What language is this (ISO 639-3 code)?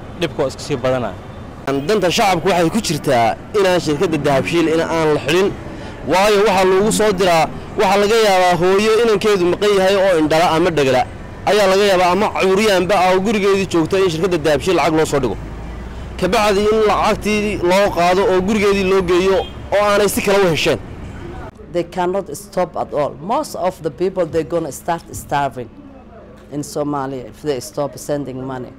som